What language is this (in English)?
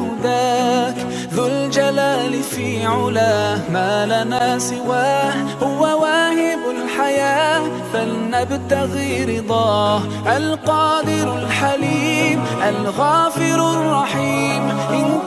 Arabic